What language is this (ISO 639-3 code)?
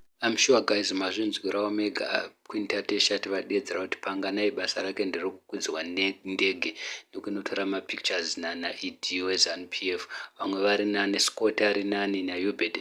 sna